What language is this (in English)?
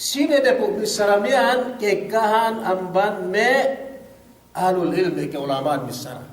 Yakan